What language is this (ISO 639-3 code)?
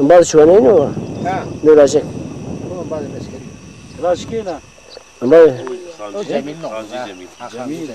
zza